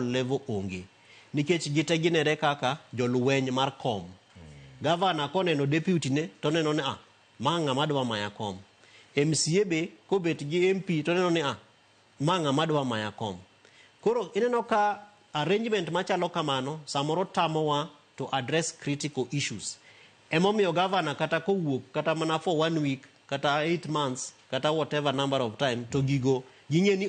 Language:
Luo (Kenya and Tanzania)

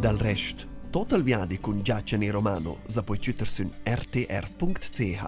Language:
Romansh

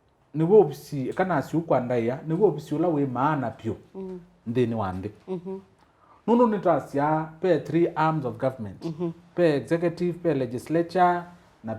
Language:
Kamba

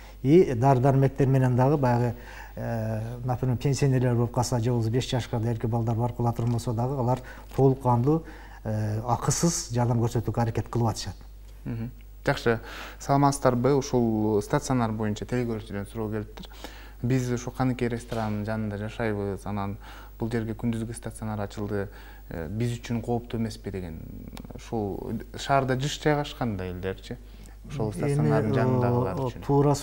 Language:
Kyrgyz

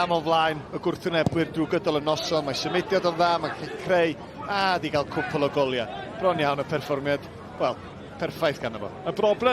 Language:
Welsh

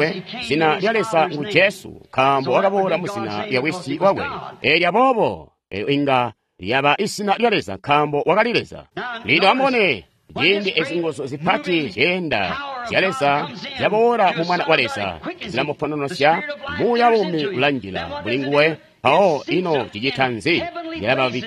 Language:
Tonga (Zambia)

